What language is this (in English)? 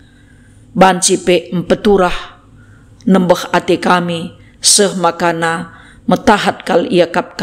Batak Karo